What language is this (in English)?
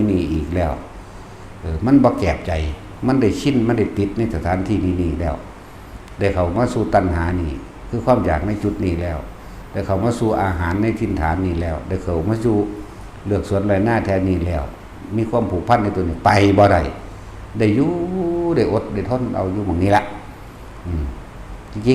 Northeastern Thai